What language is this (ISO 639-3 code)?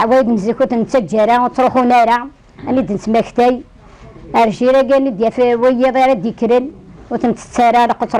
kab